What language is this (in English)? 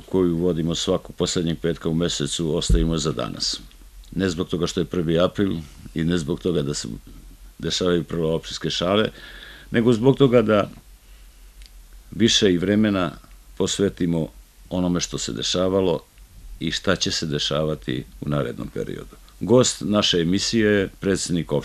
Serbian